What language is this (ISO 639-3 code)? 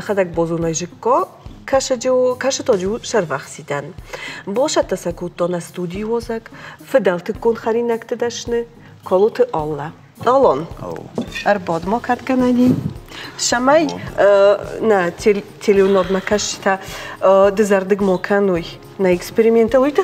oss